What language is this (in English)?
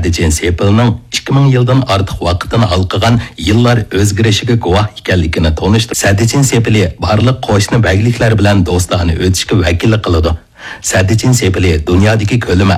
Uyghur